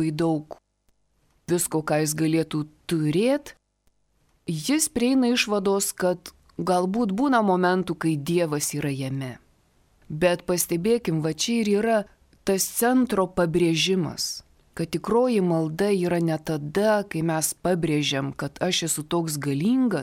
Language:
Lithuanian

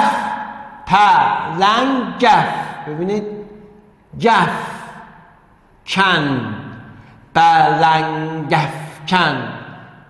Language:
Persian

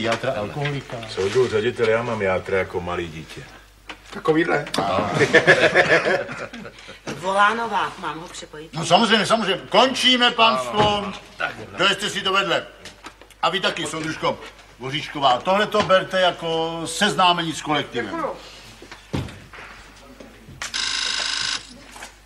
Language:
Czech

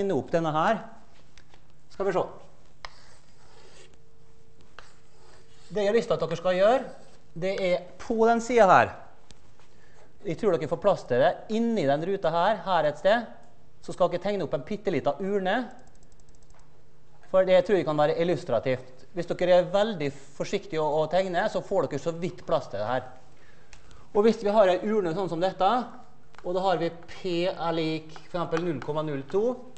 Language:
Norwegian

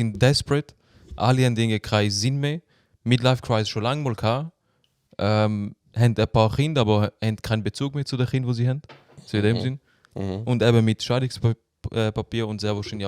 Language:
Swiss German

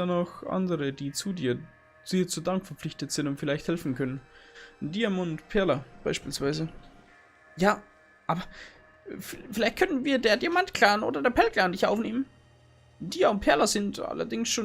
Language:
Bavarian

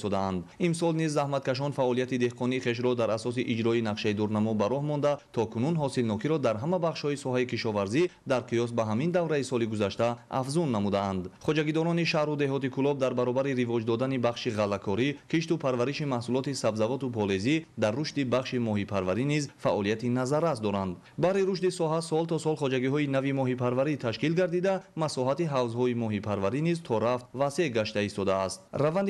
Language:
Tajik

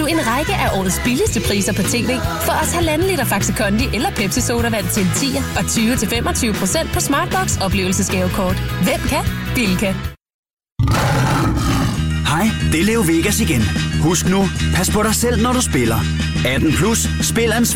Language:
Danish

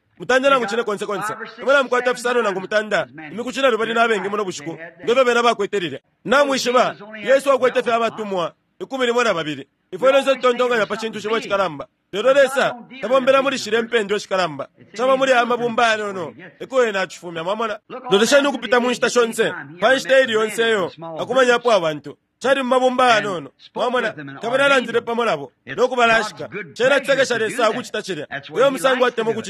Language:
Bemba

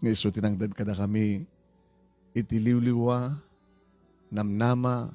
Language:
Iloko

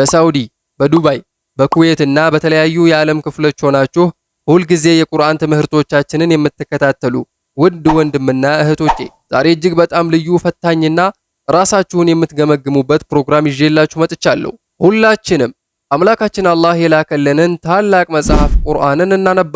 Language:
Amharic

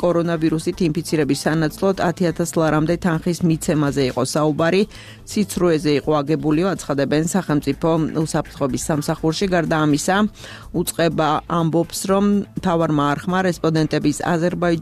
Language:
Georgian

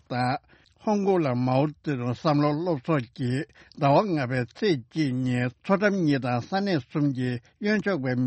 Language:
Tibetan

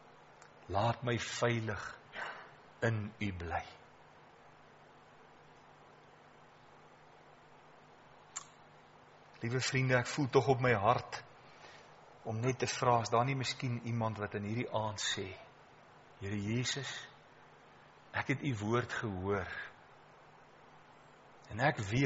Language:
Afrikaans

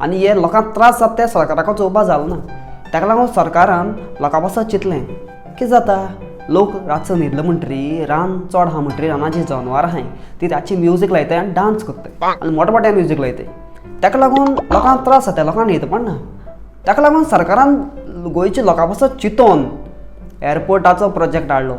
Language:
Konkani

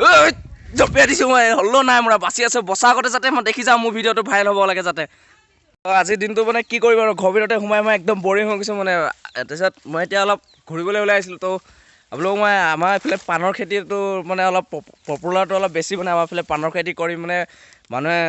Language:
Assamese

